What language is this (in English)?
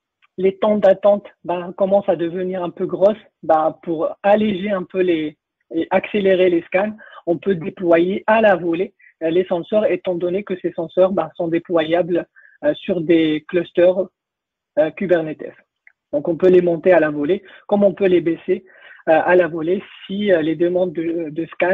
French